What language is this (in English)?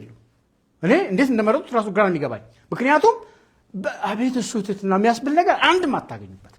Amharic